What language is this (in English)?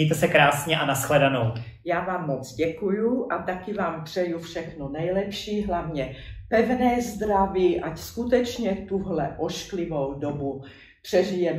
Czech